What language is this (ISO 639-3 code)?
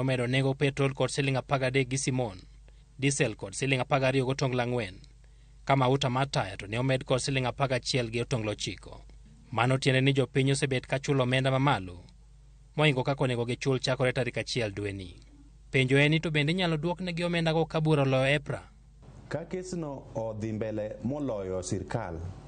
luo